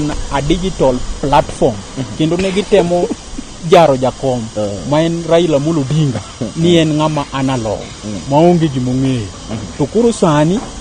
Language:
Luo (Kenya and Tanzania)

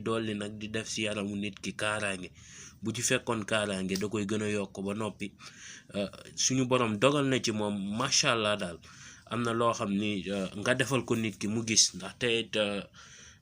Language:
Wolof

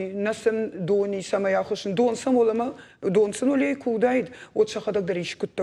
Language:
Ossetic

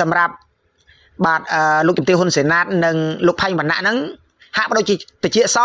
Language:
Khmer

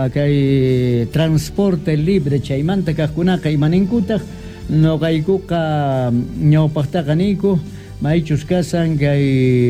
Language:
Quechua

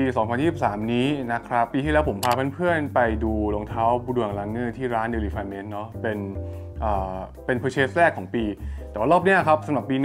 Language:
Thai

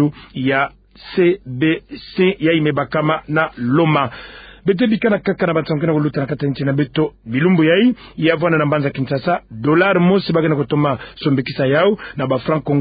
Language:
Kituba (Democratic Republic of Congo)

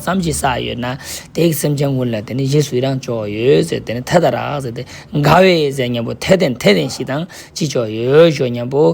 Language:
Ladakhi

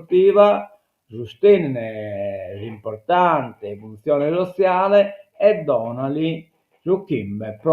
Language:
Sardinian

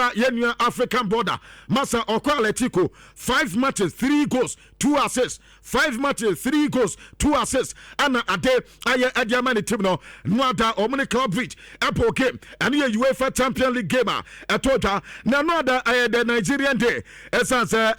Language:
Akan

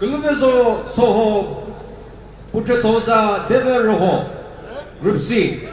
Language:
Chokri Naga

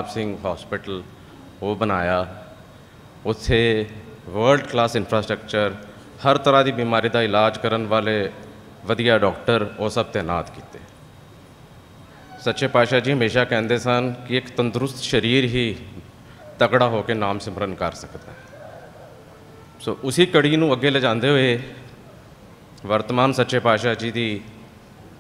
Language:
Punjabi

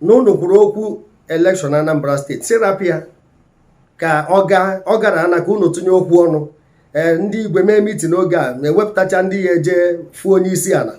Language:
Igbo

